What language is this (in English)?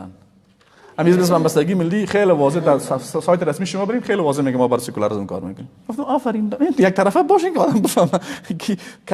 Persian